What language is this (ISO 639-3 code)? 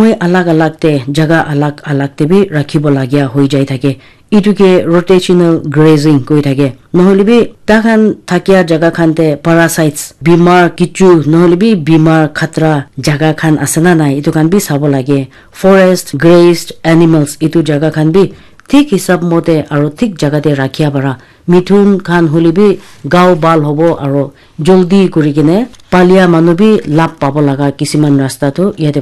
nag